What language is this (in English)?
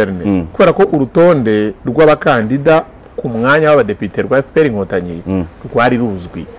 Kinyarwanda